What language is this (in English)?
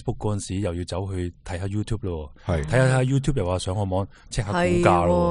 Cantonese